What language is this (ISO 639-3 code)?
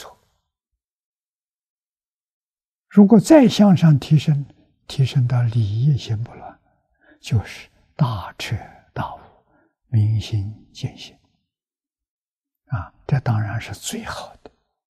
zho